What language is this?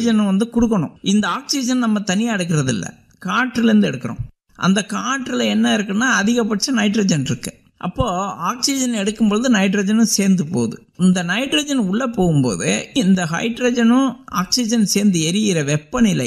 Tamil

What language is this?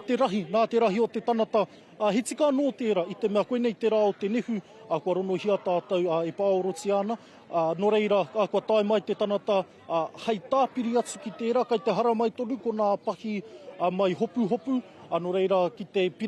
Māori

